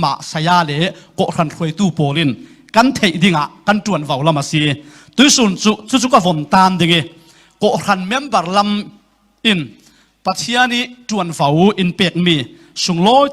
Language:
Falam Chin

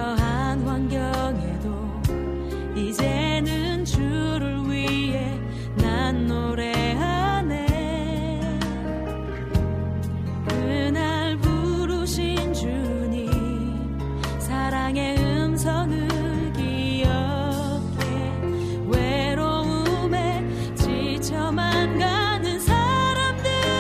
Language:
Korean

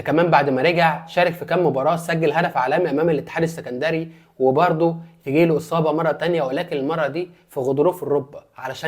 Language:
Egyptian Arabic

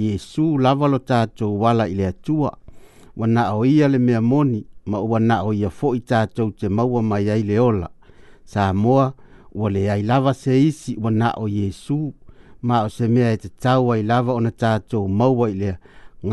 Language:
Samoan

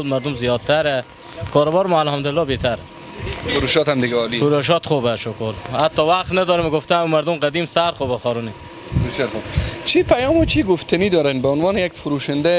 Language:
Persian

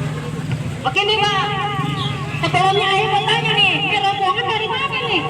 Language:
Betawi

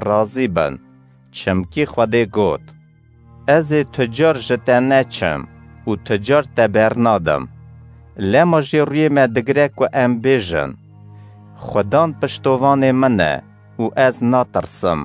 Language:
Kurdish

